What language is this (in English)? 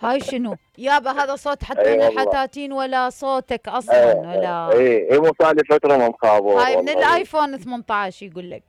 Mesopotamian Arabic